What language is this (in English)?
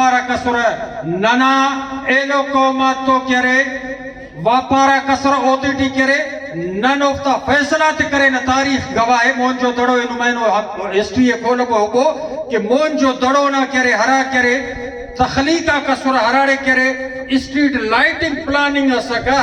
Brahui